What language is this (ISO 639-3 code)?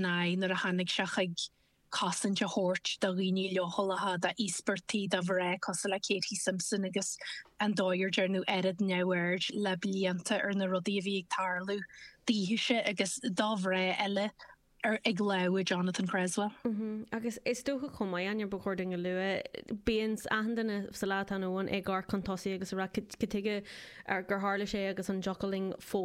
gle